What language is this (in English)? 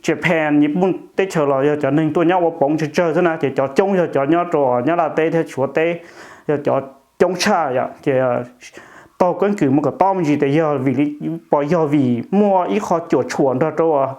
Hmong